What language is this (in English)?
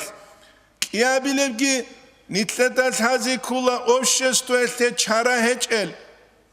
Avaric